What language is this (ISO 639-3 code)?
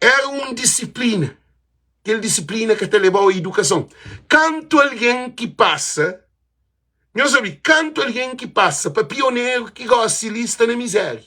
kea